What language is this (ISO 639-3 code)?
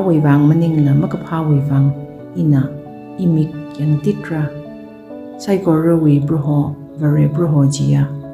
nmf